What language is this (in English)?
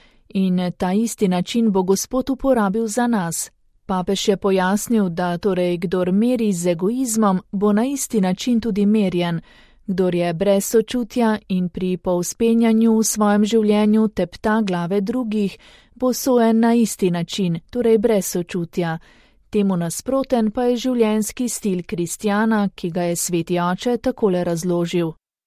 Slovenian